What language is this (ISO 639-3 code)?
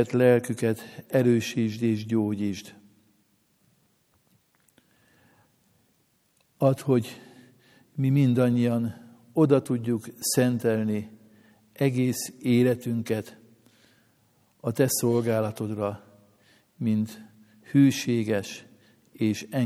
hun